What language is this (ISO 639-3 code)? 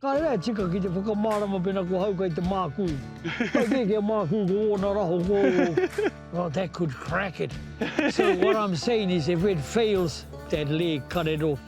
mri